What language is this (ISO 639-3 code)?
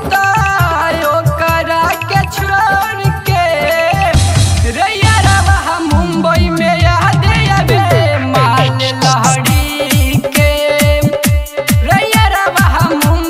bho